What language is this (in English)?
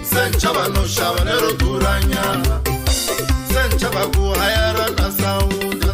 Tsonga